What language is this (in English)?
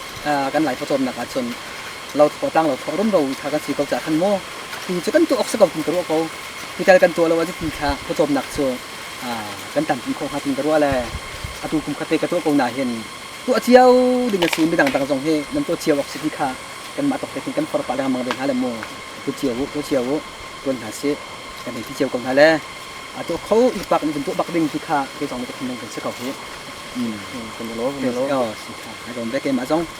Hakha Chin